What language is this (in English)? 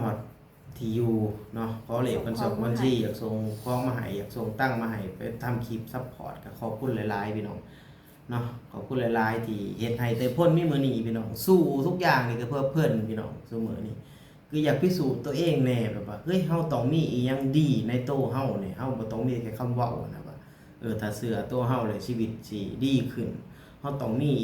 Lao